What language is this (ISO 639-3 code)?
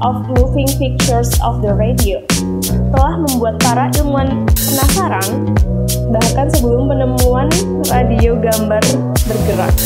ind